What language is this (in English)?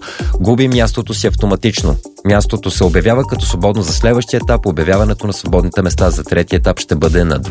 Bulgarian